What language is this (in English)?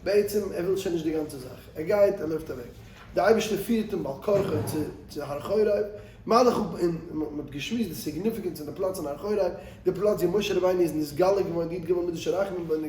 Yiddish